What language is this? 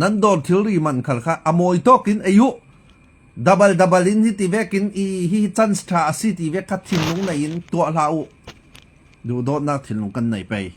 Falam Chin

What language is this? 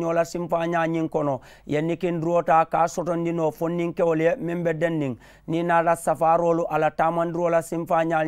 Mandingo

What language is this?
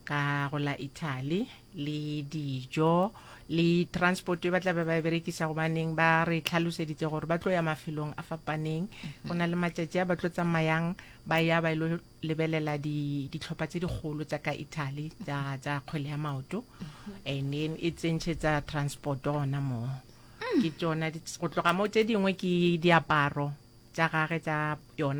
Northern Sotho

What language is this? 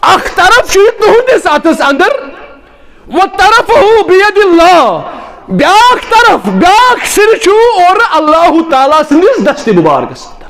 Kashmiri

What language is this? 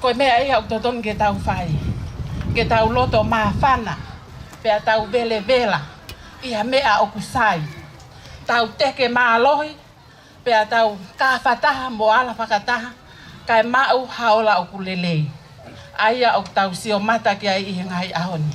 Tongan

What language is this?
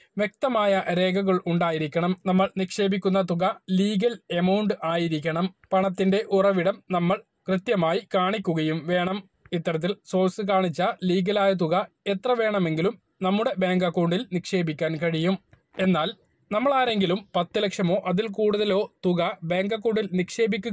Malayalam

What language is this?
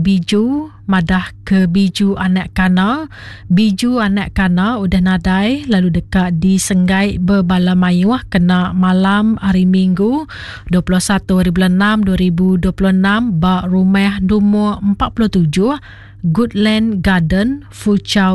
Iban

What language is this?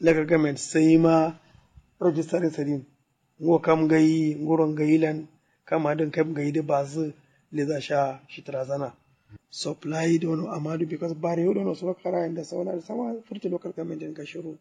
Kanuri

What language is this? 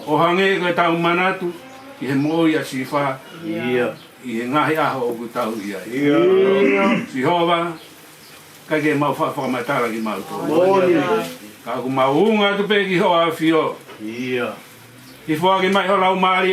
Tongan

